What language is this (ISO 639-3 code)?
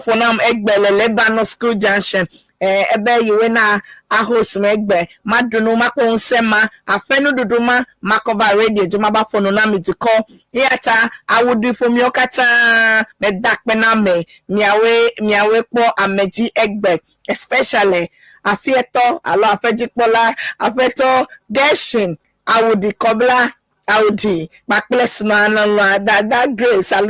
ewe